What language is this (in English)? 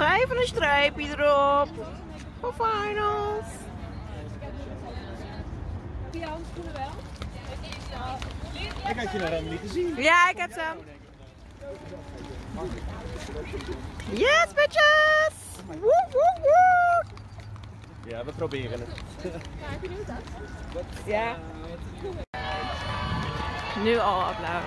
Dutch